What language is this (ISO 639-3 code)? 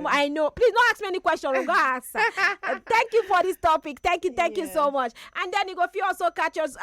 pcm